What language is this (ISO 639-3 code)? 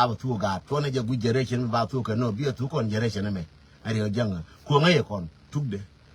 nus